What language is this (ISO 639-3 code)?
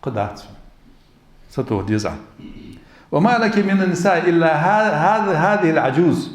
inh